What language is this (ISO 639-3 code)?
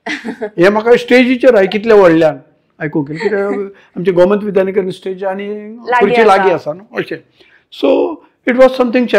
kok